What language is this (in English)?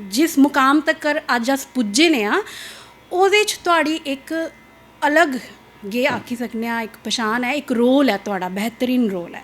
Dogri